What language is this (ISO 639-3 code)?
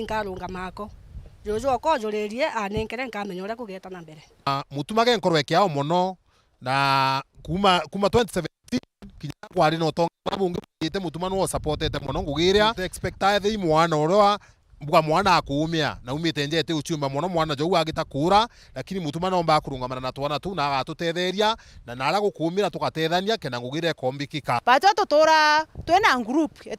mer